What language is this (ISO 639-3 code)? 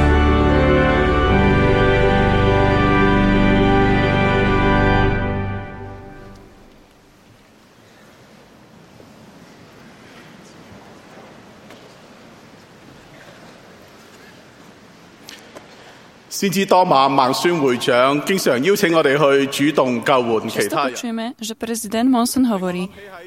slk